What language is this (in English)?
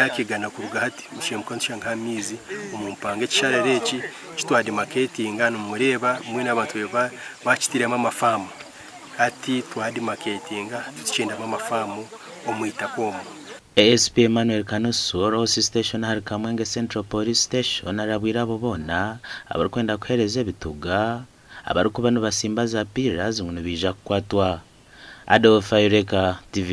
Nyankole